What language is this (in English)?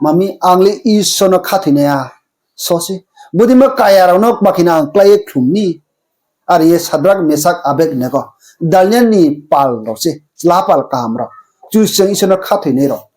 Riang (India)